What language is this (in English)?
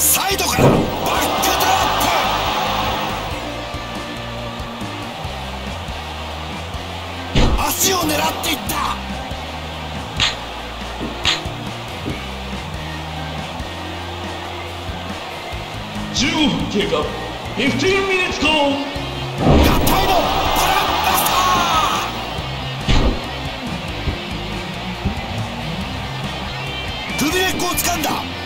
Japanese